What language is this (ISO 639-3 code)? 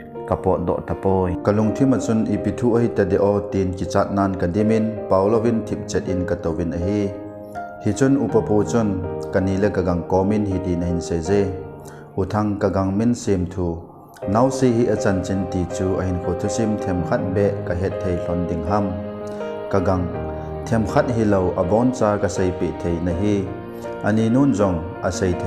tcz